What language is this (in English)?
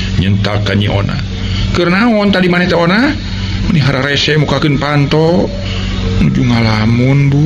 Sundanese